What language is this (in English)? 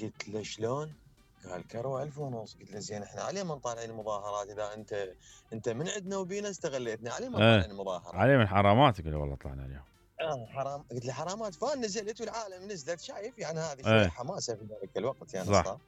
Mesopotamian Arabic